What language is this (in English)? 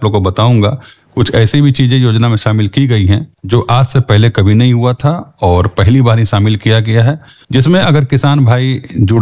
Hindi